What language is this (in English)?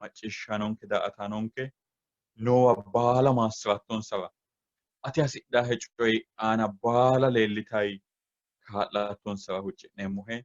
Sidamo